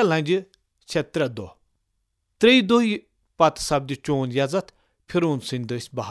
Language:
Kashmiri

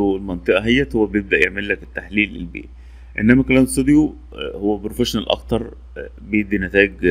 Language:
Egyptian Arabic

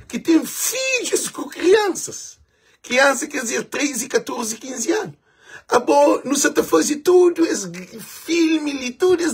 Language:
Kabuverdianu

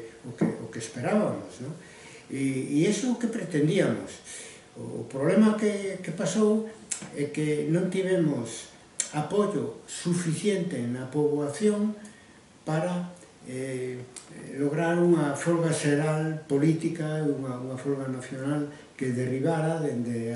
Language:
Galician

